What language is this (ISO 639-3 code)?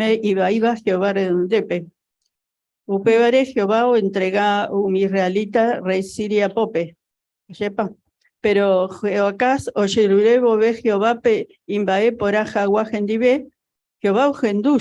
grn